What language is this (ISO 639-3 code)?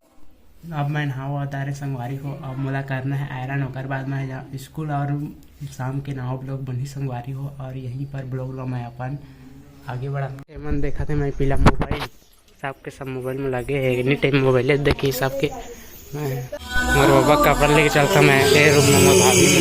hne